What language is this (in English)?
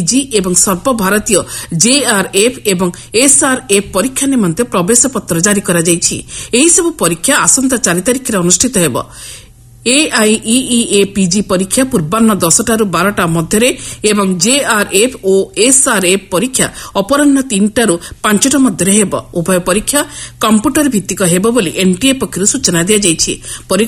Odia